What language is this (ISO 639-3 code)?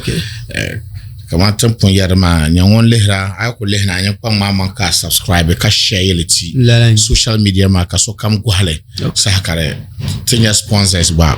dag